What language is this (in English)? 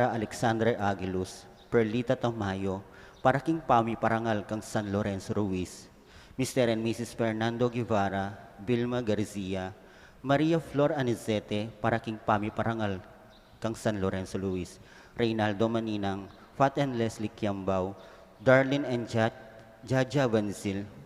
Pampanga